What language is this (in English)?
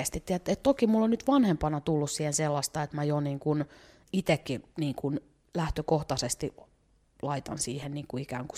Finnish